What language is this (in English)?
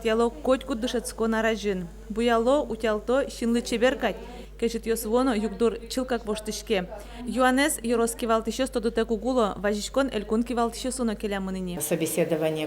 Udmurt